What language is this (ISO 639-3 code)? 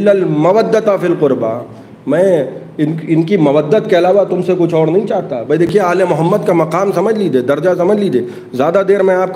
urd